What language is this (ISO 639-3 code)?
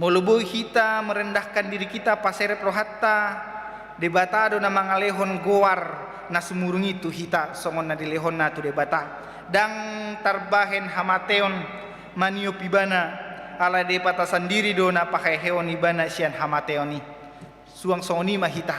bbc